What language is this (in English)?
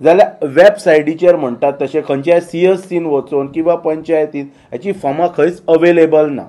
Konkani